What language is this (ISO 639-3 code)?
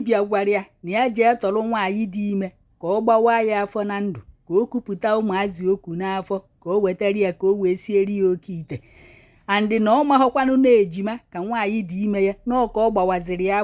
ibo